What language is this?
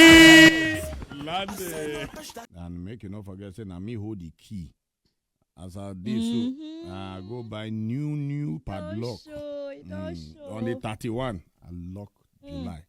Nigerian Pidgin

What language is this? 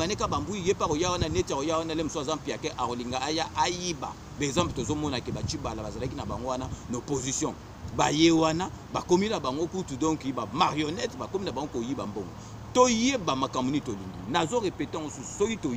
Lingala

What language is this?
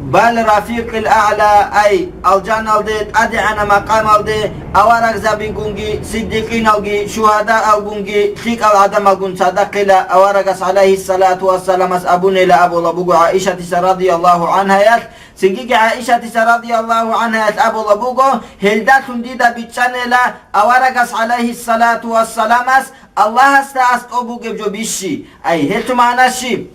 Avaric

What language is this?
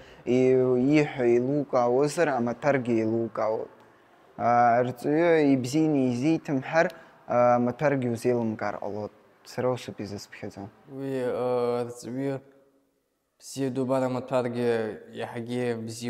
Abkhazian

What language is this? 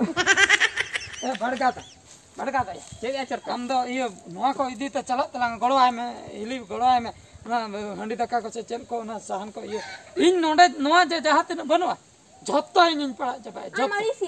Santali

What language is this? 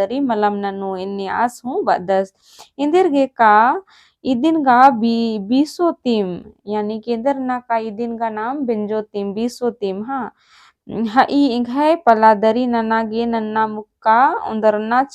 Kurukh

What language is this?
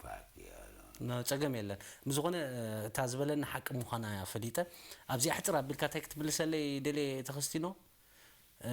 Tigrinya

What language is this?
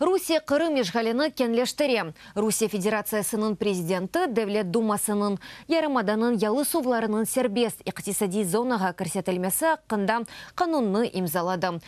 Crimean Tatar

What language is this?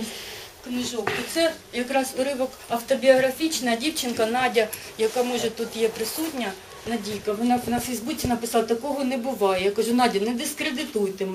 Ukrainian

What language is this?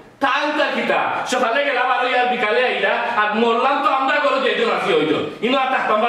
Sylheti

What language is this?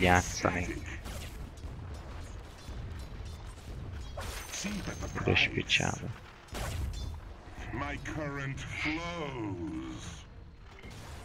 Hungarian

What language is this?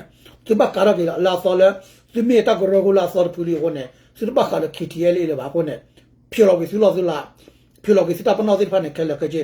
S'gaw Karen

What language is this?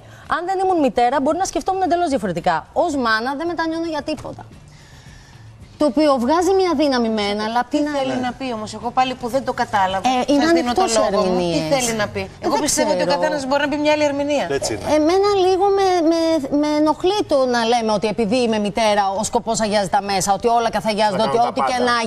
Greek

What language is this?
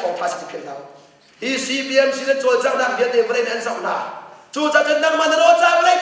Hakha Chin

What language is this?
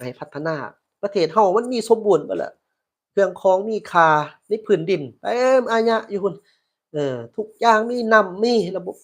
Lao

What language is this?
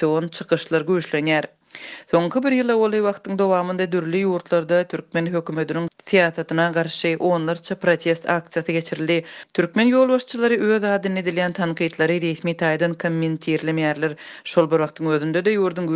Turkmen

